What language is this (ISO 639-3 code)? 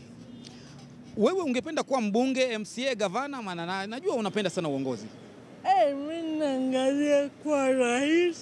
swa